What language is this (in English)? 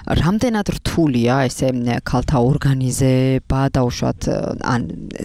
Georgian